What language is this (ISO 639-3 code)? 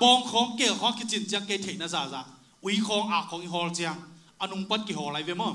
ctd